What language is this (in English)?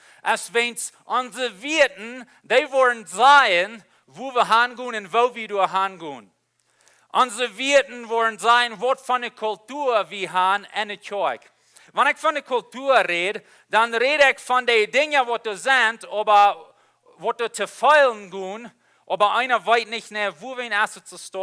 Plautdietsch